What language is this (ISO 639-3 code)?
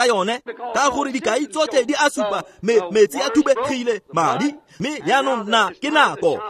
tsn